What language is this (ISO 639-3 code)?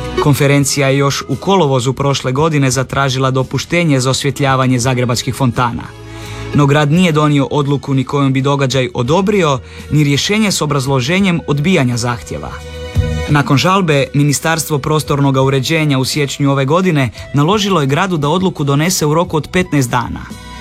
hrv